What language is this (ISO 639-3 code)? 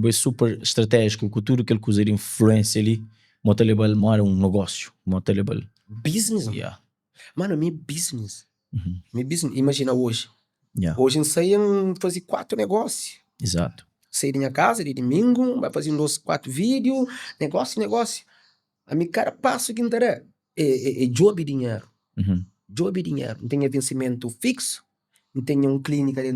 kea